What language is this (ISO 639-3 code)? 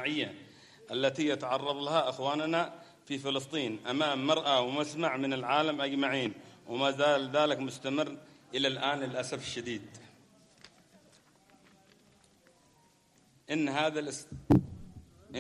ara